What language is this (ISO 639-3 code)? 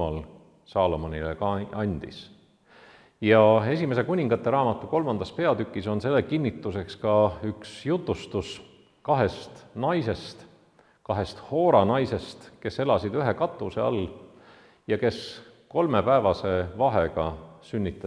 est